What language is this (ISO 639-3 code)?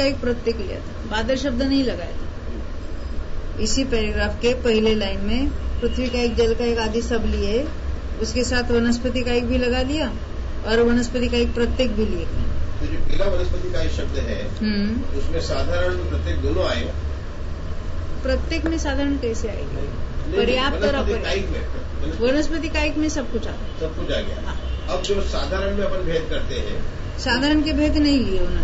hin